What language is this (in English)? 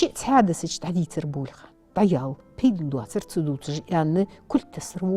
Ingush